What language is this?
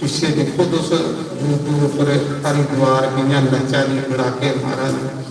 Dogri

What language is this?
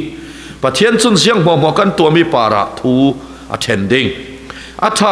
Falam Chin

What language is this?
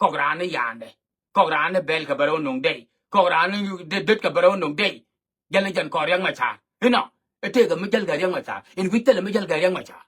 Nuer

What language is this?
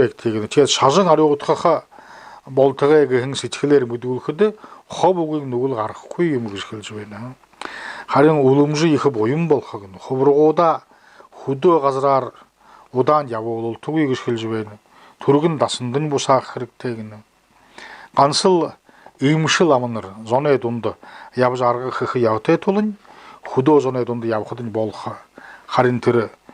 Buriat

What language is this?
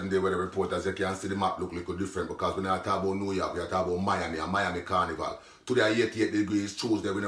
Jamaican Creole English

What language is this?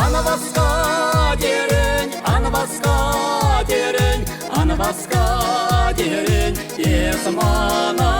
Chuvash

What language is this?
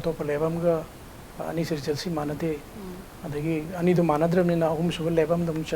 Manipuri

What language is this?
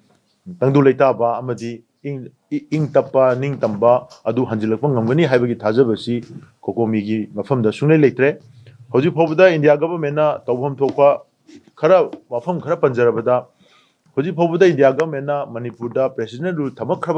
Manipuri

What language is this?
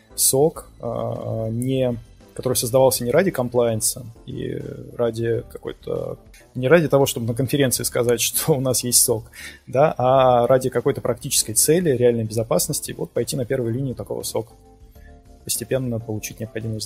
Russian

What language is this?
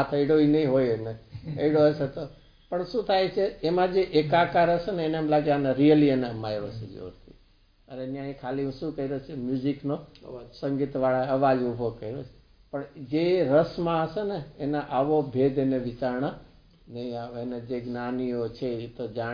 Gujarati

